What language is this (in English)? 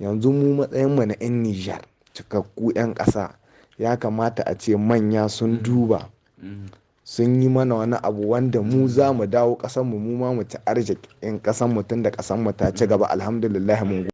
Hausa